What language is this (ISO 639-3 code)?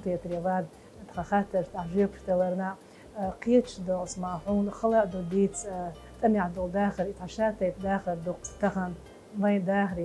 che